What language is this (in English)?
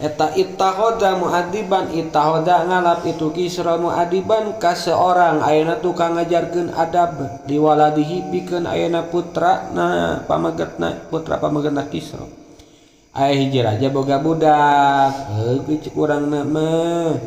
Sundanese